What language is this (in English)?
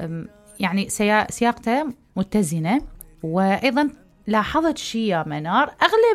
Mesopotamian Arabic